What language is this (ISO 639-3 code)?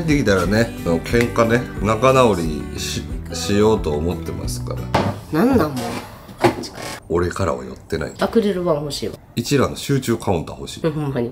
jpn